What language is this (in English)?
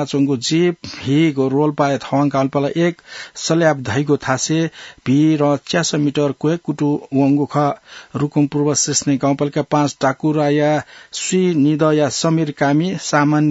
Newari